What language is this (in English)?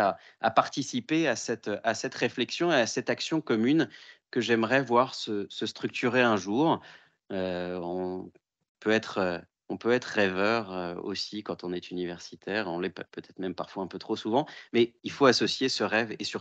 French